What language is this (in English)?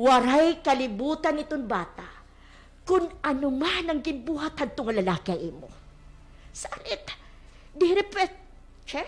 Waray